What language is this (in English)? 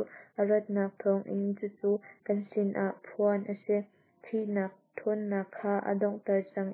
Hakha Chin